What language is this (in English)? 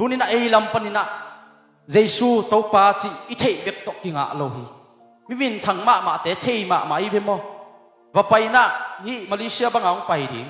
Tedim Chin